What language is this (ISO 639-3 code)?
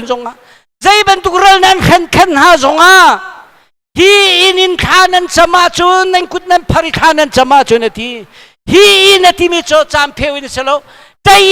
cnh